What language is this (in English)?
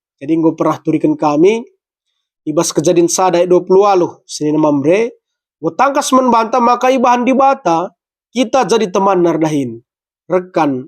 Batak Karo